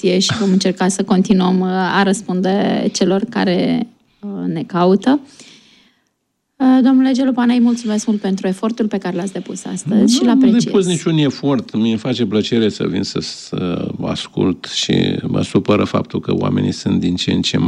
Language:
Romanian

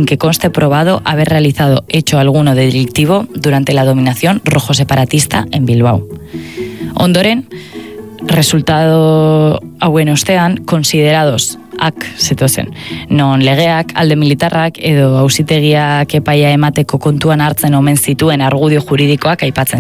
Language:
Basque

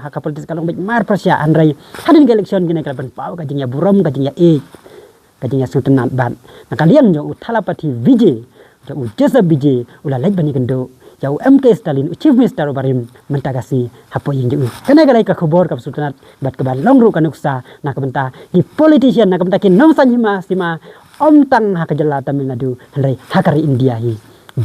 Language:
Khasi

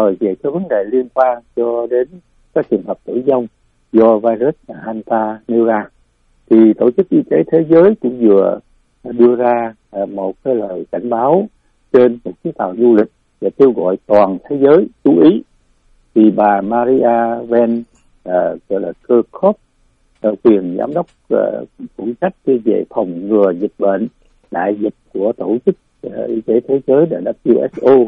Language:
Vietnamese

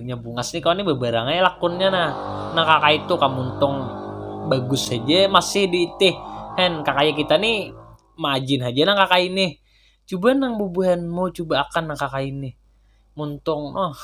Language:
Banjar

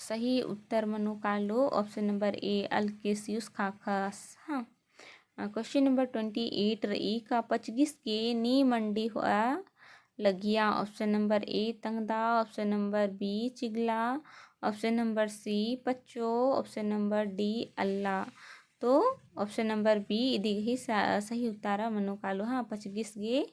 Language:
Kurukh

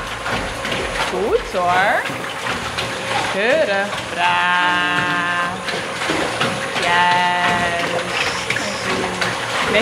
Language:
Dutch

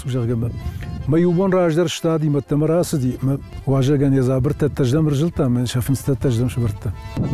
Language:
Ossetic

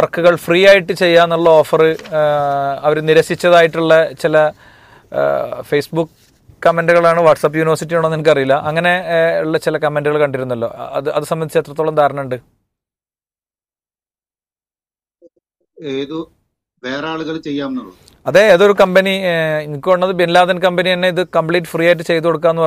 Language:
Malayalam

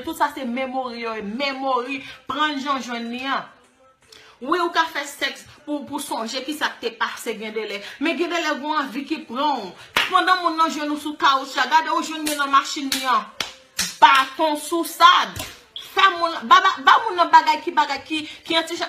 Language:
Haitian Creole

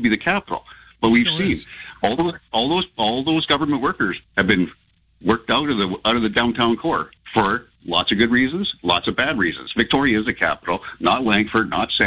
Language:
English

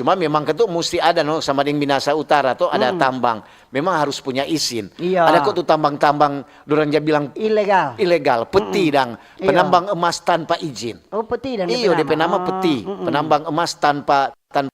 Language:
Manado Malay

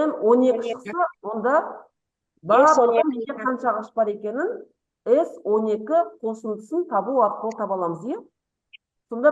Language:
Kazakh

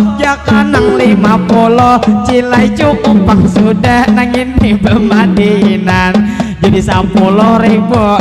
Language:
Banjar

